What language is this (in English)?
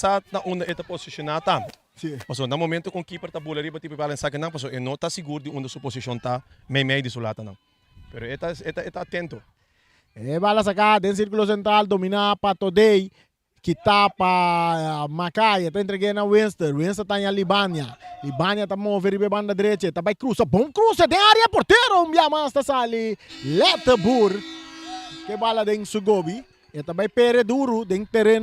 Papiamento